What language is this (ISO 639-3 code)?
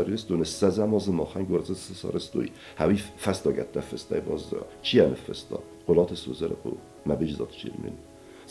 oss